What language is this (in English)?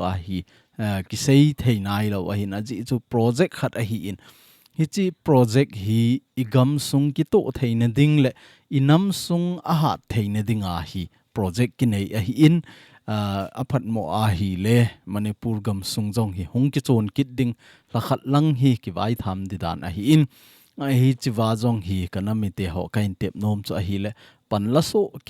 Thado Chin